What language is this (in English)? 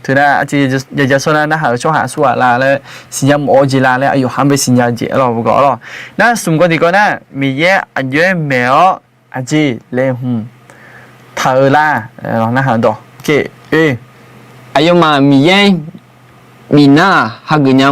Akha